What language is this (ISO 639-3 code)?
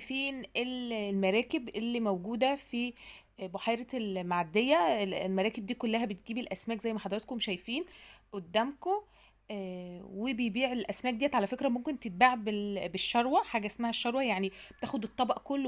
arz